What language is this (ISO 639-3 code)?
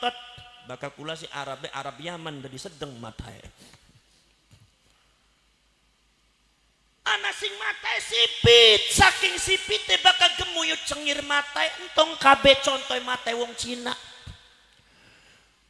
jav